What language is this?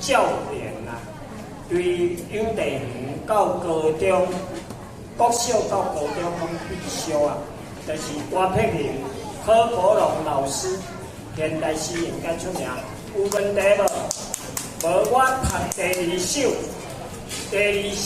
Min Nan Chinese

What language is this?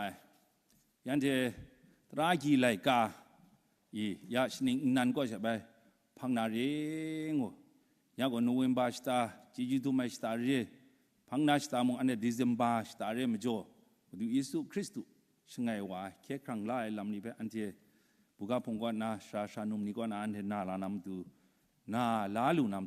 Kachin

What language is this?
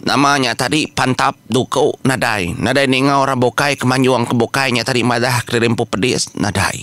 Iban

